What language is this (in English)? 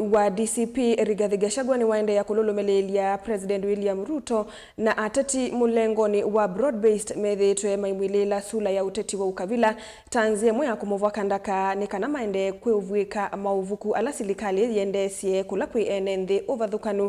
Kamba